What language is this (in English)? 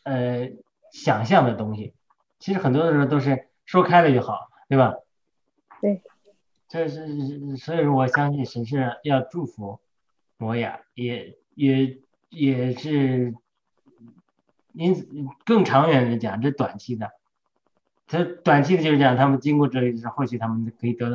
Chinese